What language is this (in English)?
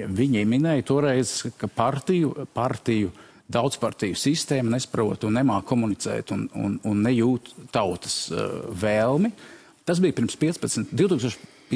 Latvian